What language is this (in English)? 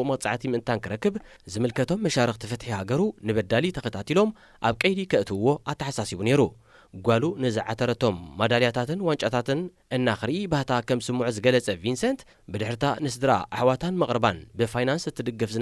Tigrinya